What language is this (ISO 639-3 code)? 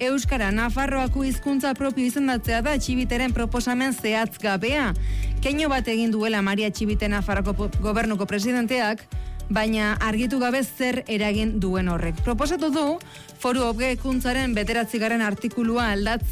eus